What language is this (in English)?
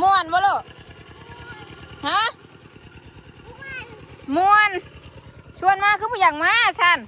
Northeastern Thai